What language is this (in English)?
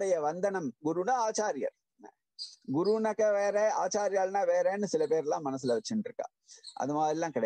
Tamil